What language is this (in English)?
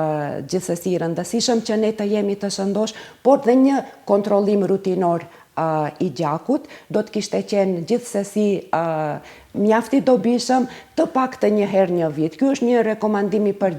Albanian